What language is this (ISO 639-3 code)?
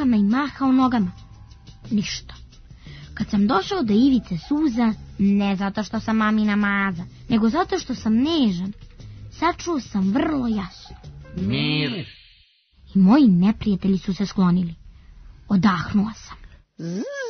srp